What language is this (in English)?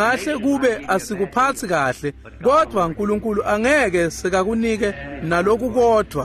Swati